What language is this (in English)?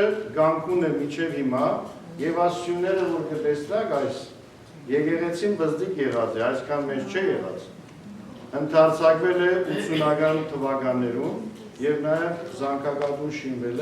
Western Armenian